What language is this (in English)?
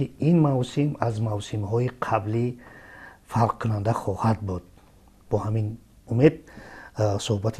Tajik